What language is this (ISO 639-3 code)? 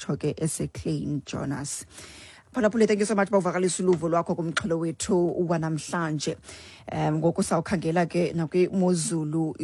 xho